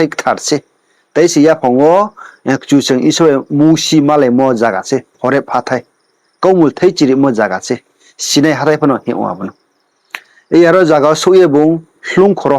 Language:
Riang (India)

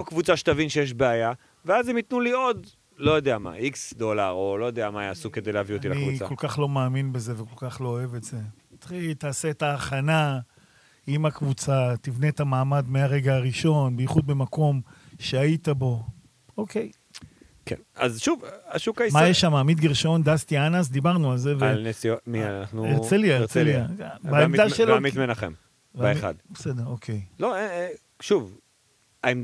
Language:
Hebrew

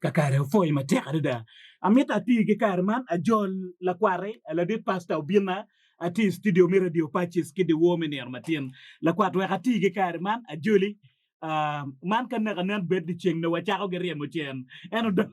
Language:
Acoli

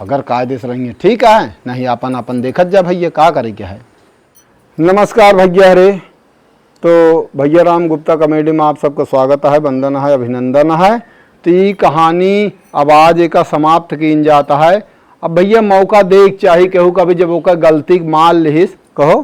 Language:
Awadhi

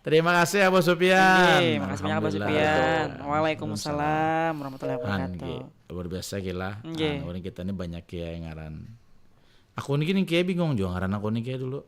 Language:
Banjar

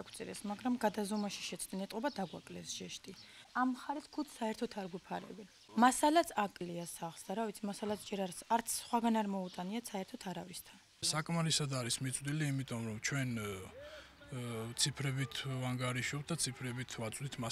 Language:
Georgian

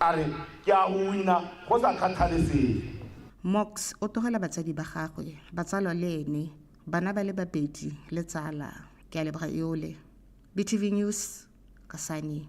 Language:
Tswana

